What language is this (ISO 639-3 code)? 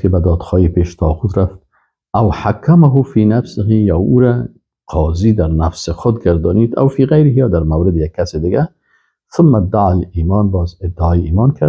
fas